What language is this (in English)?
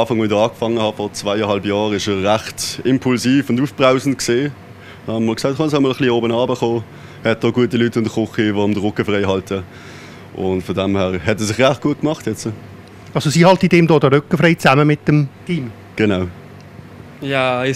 Swiss German